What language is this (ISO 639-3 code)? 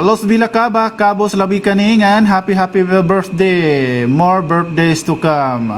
war